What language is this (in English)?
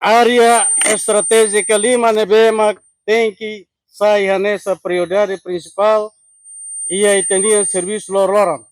Tetum